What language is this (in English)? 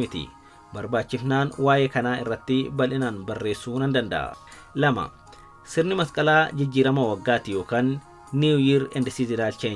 Oromo